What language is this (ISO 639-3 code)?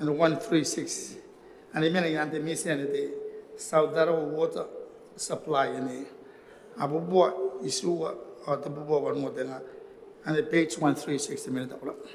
gil